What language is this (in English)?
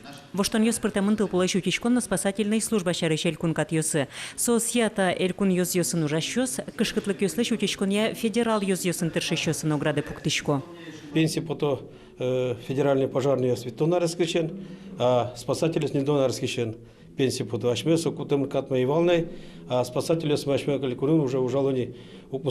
Udmurt